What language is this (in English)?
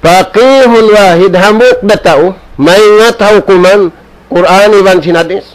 Tausug